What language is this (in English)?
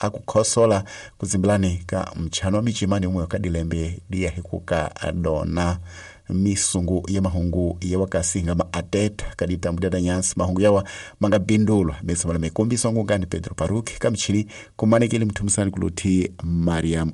Tsonga